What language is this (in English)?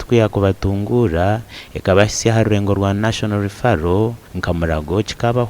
Nyankole